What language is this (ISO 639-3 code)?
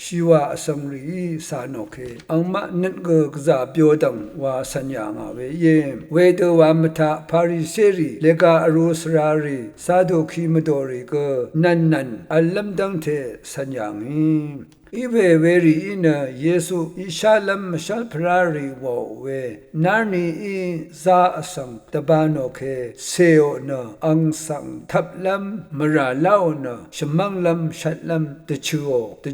raw